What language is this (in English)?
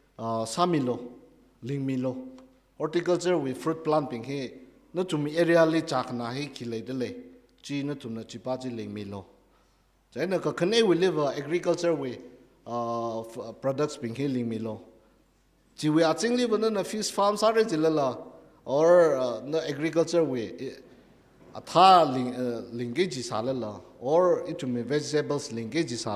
Tangkhul Naga (India)